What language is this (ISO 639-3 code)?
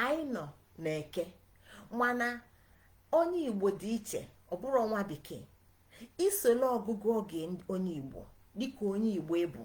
ibo